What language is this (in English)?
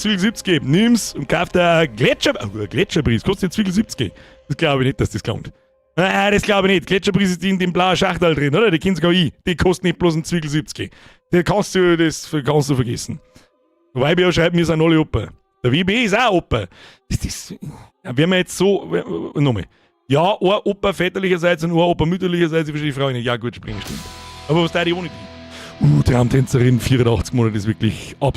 Bavarian